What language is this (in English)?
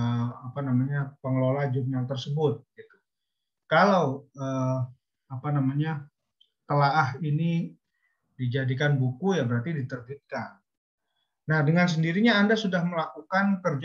Indonesian